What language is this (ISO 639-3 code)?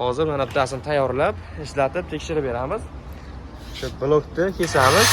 uzb